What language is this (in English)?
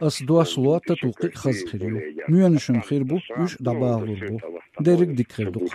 Chechen